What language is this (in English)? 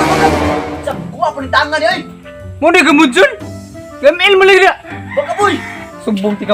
Cebuano